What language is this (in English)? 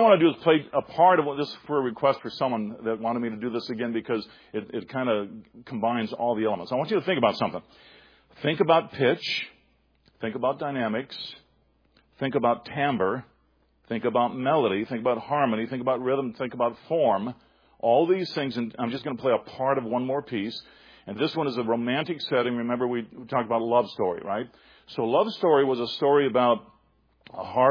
English